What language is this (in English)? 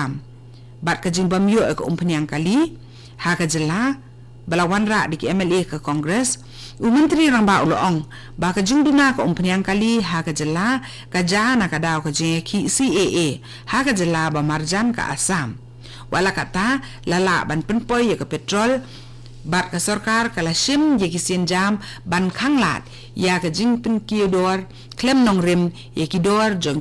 Khasi